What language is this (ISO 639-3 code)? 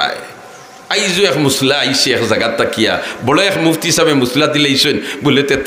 syl